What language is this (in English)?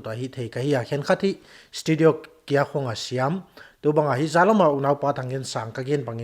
Paite Chin